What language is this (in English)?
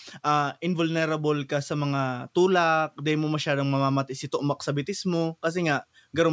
Bikol